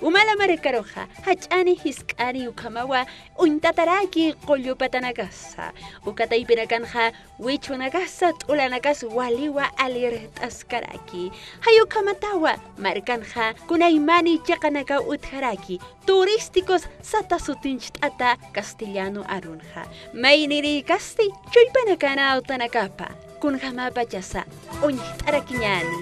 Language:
Aymara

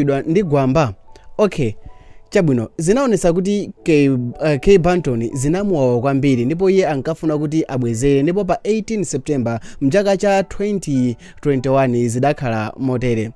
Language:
Nyanja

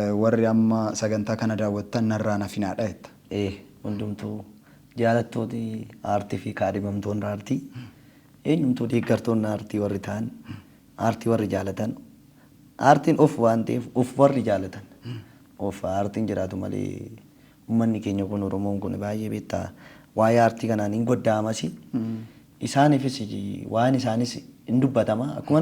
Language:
Oromo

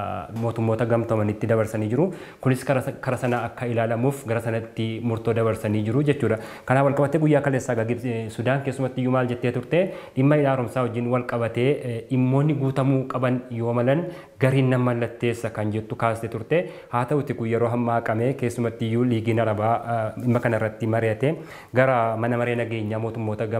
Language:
Oromo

